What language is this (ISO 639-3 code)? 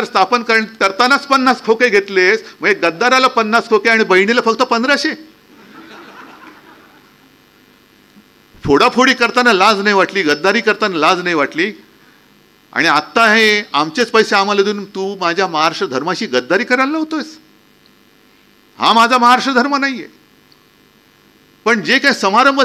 mar